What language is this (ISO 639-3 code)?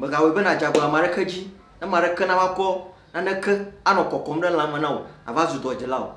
ewe